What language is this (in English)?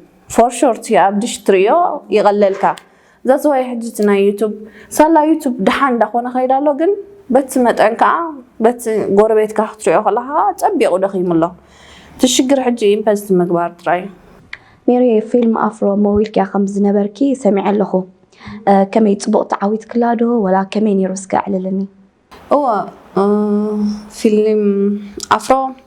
Tigrinya